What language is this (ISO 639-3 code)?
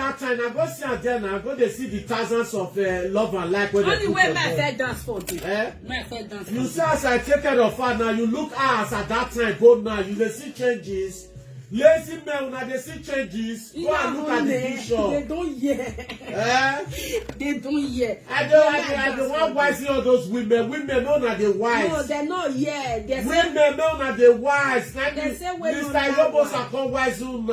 pcm